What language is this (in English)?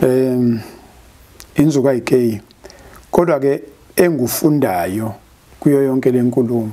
Zulu